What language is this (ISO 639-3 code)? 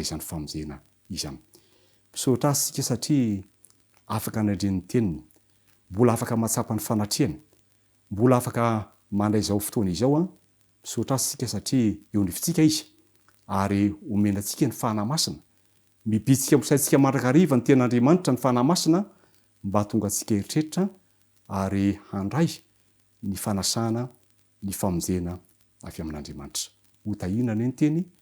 mlg